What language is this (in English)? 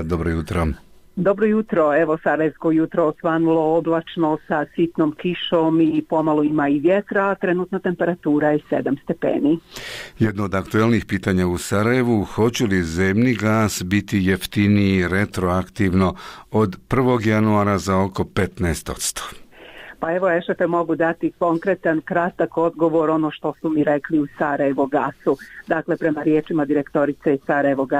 Bosnian